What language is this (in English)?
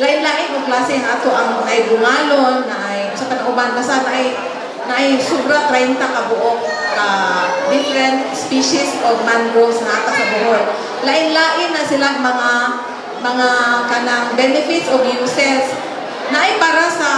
Cebuano